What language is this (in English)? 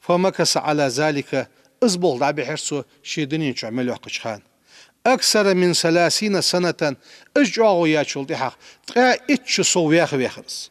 Ingush